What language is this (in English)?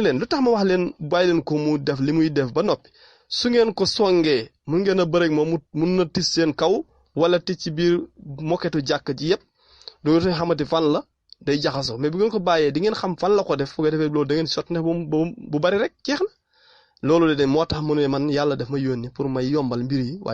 Wolof